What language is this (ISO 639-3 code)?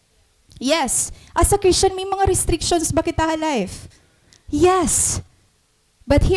war